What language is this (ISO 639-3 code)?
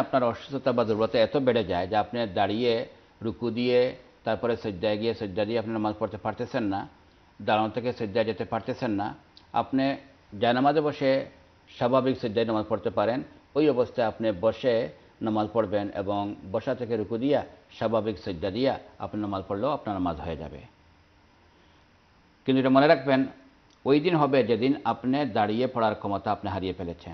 ben